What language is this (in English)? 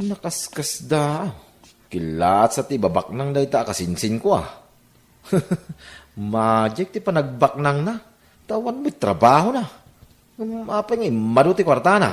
Iloko